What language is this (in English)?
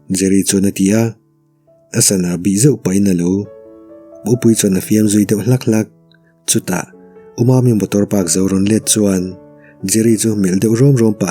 Mizo